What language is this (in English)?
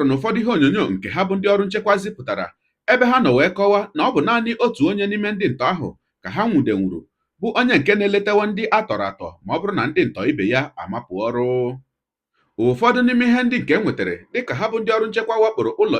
Igbo